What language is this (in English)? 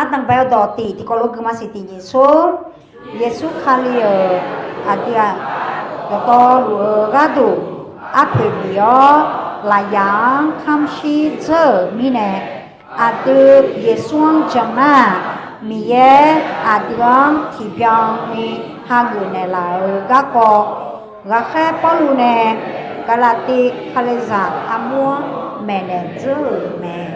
Akha